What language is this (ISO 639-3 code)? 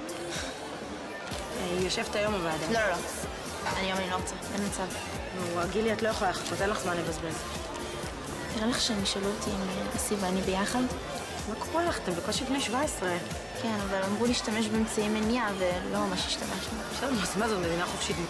heb